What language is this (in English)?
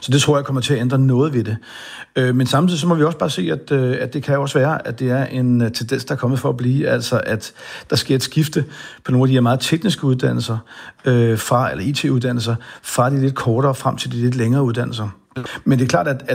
Danish